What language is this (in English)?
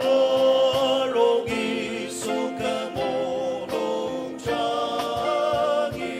Ao Naga